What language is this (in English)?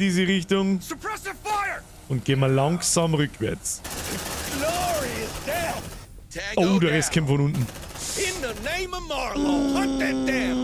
Bavarian